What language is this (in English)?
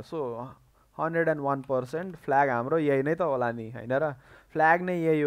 Nepali